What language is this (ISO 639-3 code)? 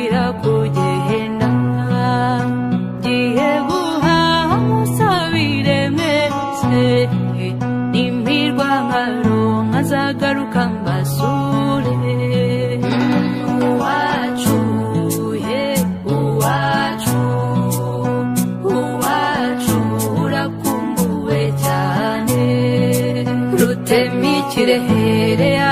kin